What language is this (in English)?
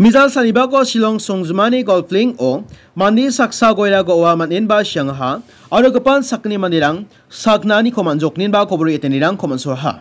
Garo